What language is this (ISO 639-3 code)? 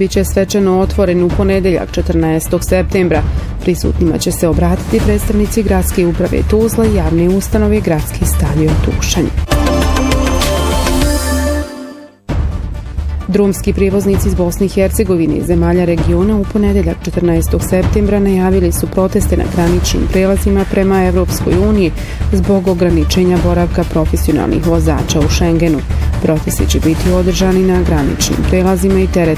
bos